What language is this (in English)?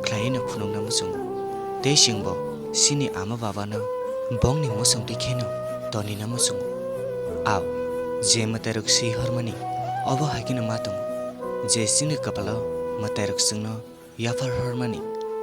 Kok Borok